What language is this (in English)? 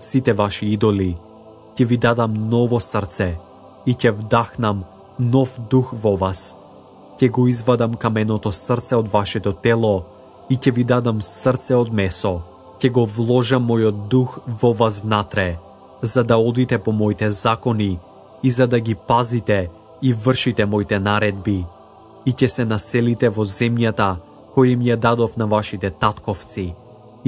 Macedonian